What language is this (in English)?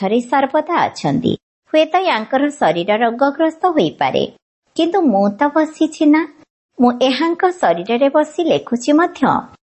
Odia